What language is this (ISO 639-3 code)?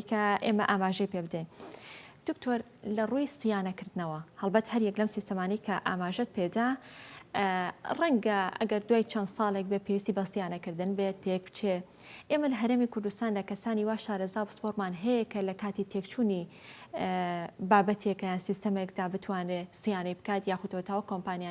ckb